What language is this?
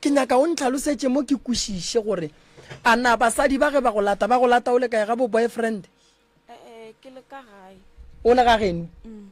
Northern Sotho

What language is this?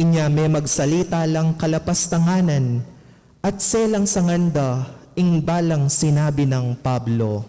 Pampanga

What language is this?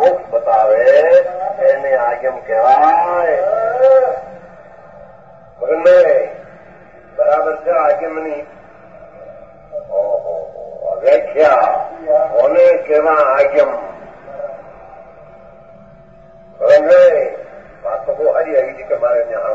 Gujarati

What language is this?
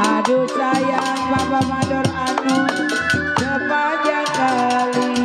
Betawi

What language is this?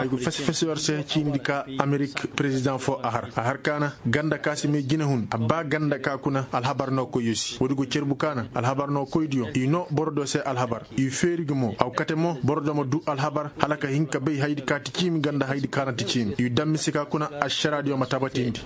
Koyraboro Senni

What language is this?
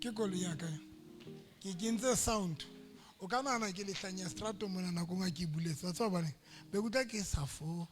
Southern Sotho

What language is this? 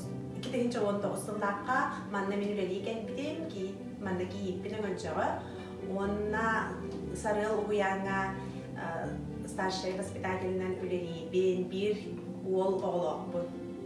Yakut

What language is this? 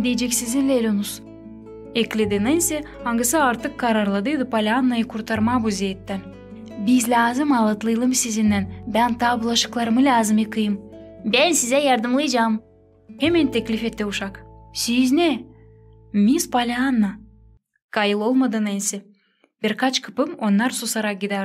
Gagauz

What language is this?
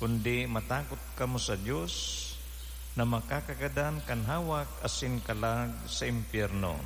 Bikol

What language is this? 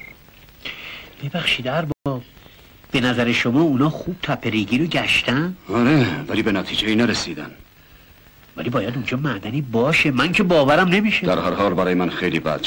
Persian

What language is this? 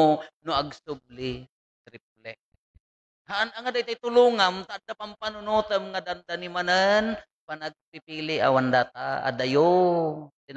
Iloko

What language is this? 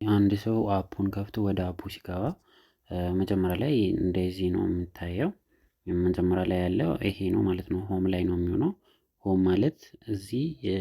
Amharic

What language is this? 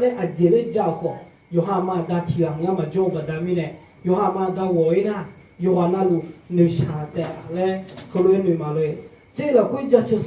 Akha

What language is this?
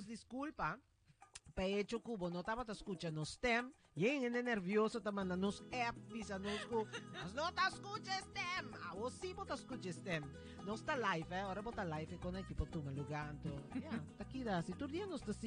Papiamento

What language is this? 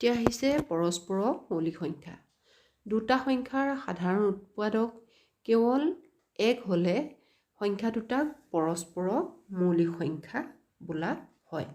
Assamese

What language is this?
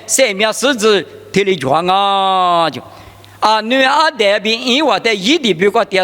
Lisu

